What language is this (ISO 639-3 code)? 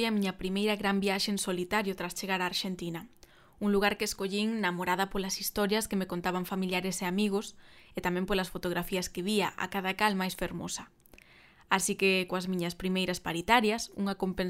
glg